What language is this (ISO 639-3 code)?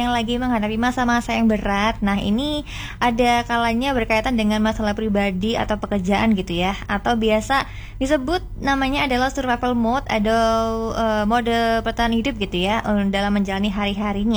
ind